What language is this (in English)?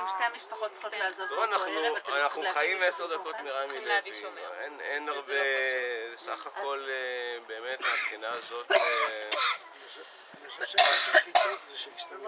Hebrew